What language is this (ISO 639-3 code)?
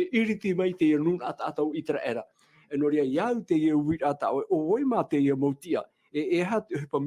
tah